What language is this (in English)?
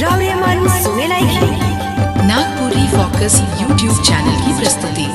Sadri